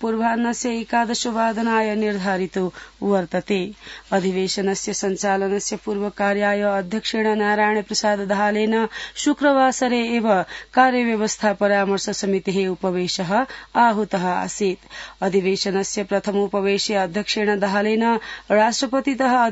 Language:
Sanskrit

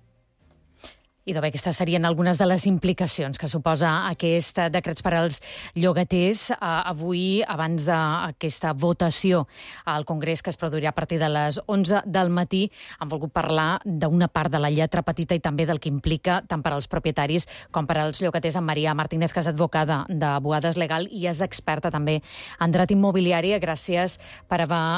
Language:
Catalan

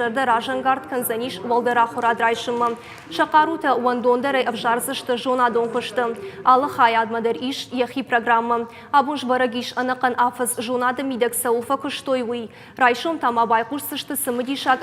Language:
Ossetic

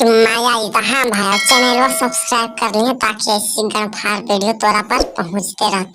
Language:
Magahi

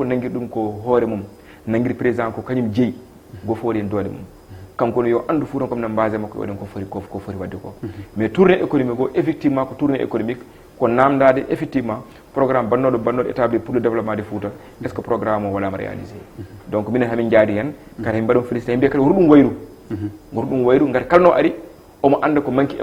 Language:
Fula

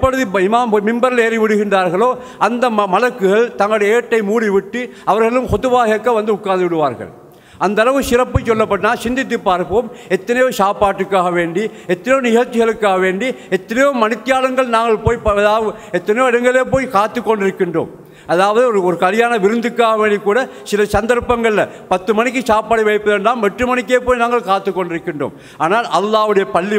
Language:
Tamil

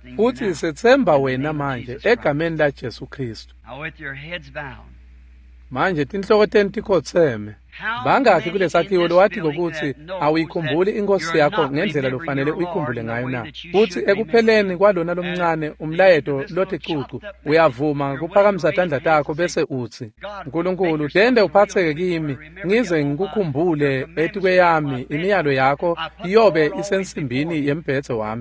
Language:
Swati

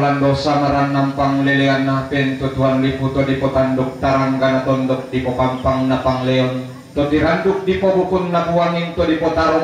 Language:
Toraja-Sa'dan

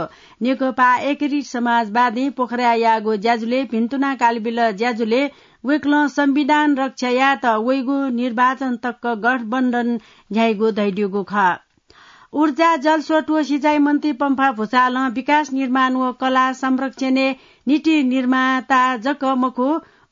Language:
Newari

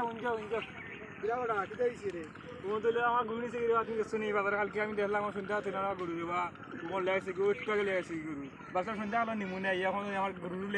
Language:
Sylheti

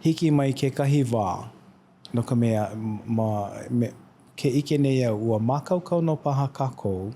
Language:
Hawaiian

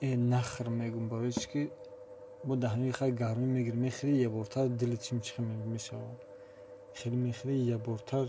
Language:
Tajik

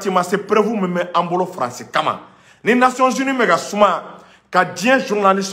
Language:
Bambara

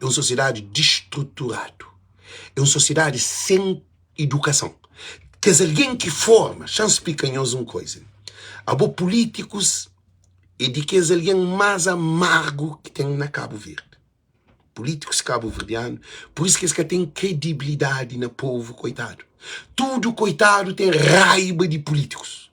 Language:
Kabuverdianu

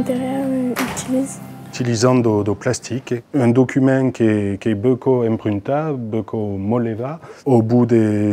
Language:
Occitan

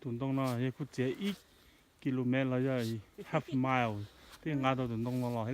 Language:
Hmong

